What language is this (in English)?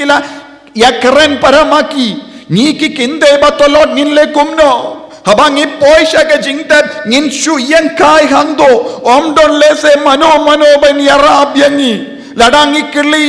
Khasi